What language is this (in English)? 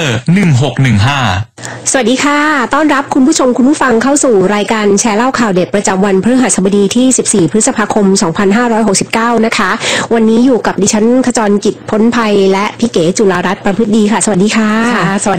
Thai